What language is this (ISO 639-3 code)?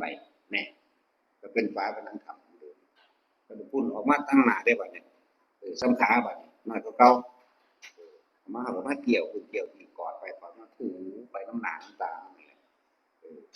tts